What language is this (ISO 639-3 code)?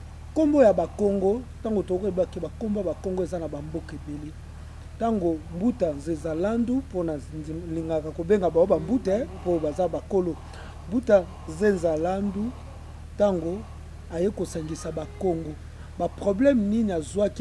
lin